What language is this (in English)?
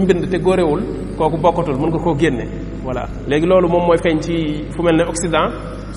Wolof